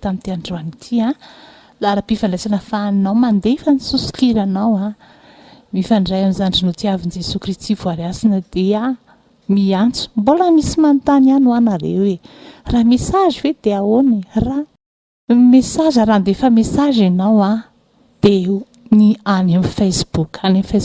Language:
Malagasy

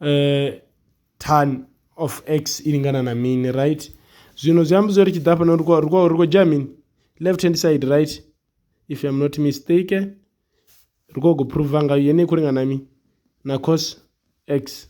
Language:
Venda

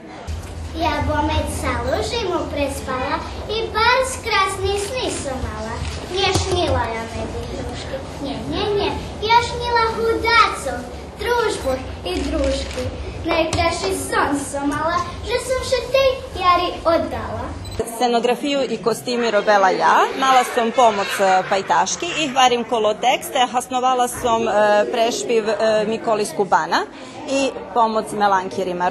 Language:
Rusyn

